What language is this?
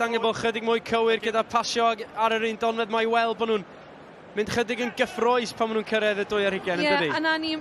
Welsh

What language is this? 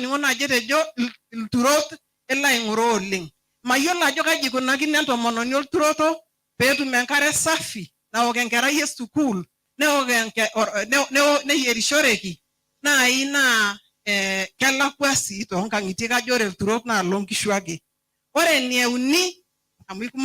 Masai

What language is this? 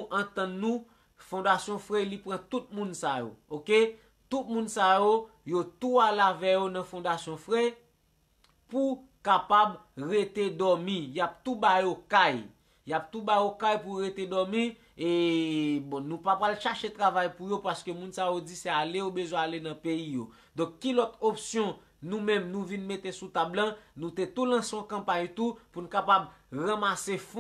Haitian Creole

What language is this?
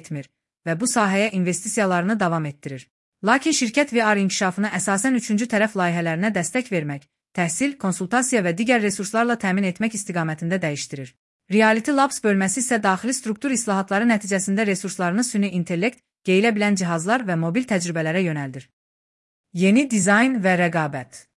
Azerbaijani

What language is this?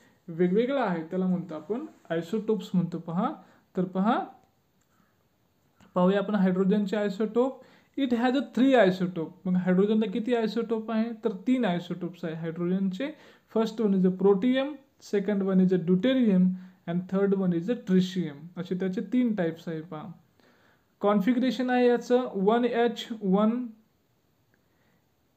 Marathi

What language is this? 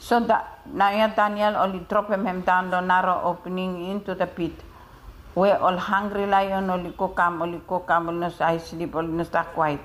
Bislama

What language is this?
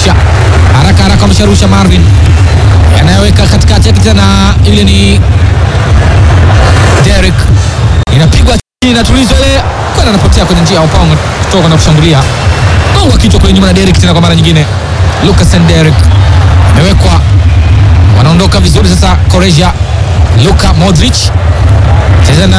Swahili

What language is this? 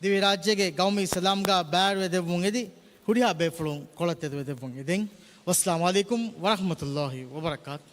Divehi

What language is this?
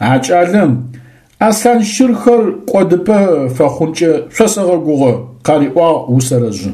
Adyghe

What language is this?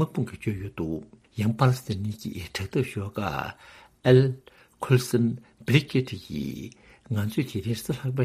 Tibetan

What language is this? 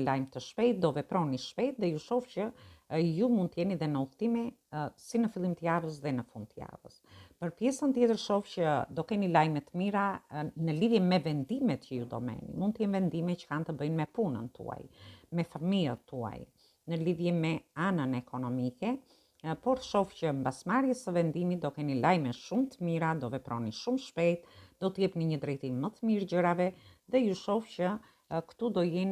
Albanian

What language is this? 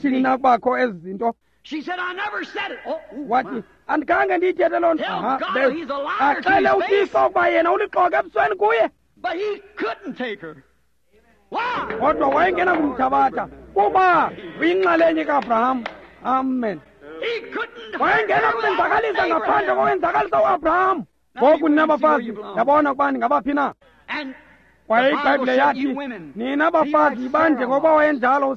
Xhosa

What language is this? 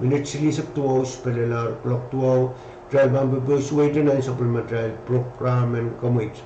Pohnpeian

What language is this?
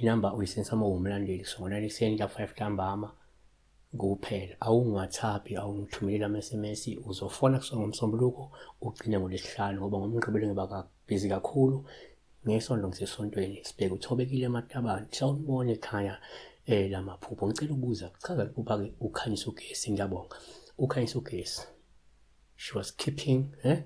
Zulu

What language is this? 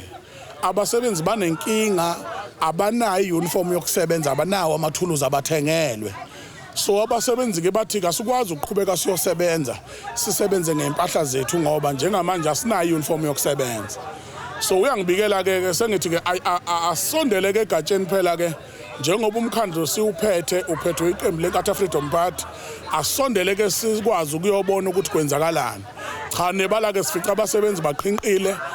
Zulu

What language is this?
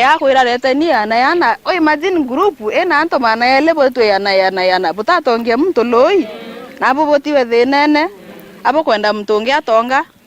Meru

